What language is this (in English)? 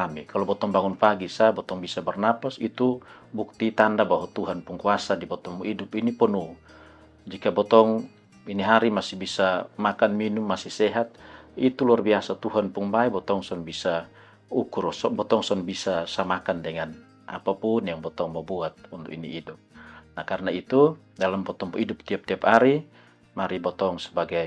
Kupang Malay